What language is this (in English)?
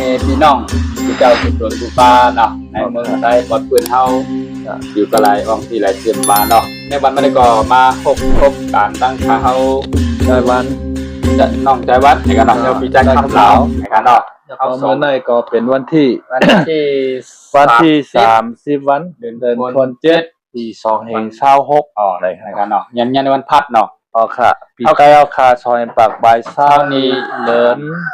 Shan